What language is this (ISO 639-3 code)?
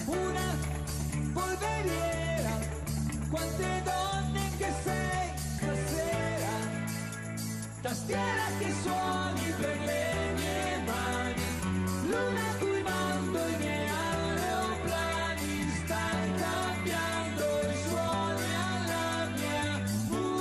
ita